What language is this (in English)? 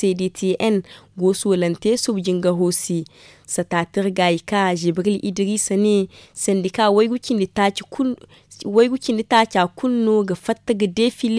Zarma